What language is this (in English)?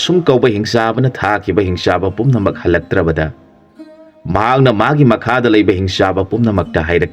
Manipuri